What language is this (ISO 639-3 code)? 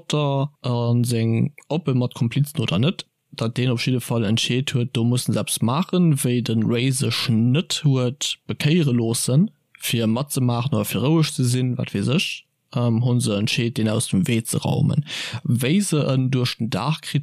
ltz